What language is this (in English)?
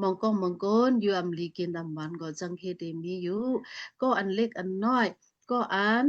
Shan